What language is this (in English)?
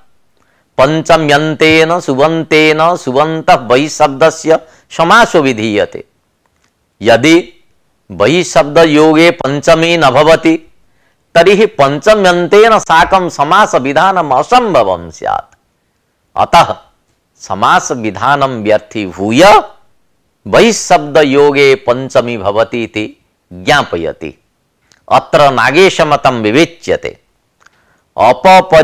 Sanskrit